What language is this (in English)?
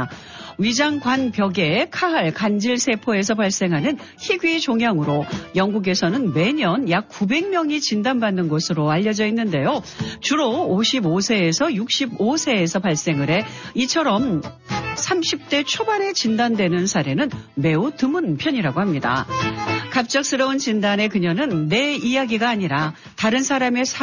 Korean